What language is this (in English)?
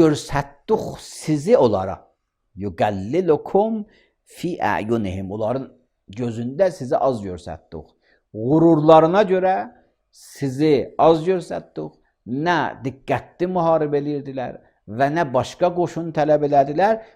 Azerbaijani